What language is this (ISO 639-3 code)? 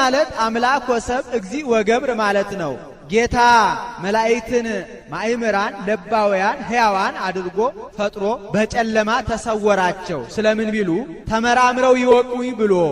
amh